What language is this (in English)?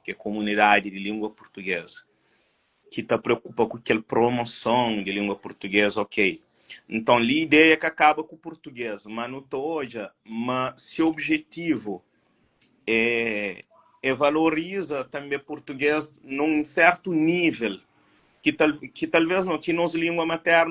Kabuverdianu